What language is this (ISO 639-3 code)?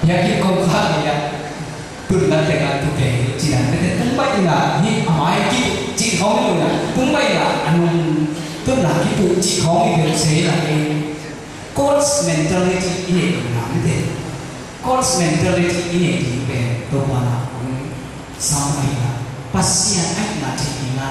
ctd